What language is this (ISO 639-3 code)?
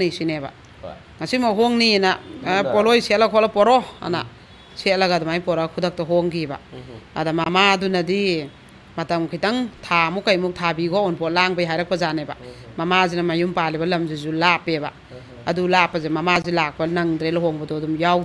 mni